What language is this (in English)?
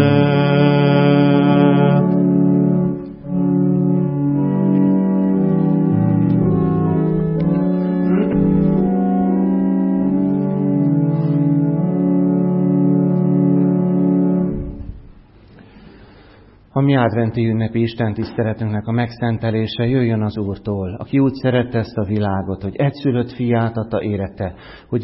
Hungarian